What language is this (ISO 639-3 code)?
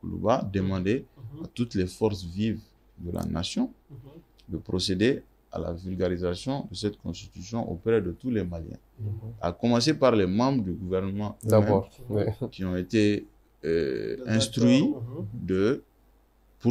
fra